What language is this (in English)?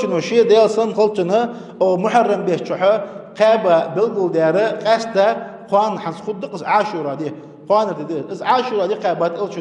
Ingush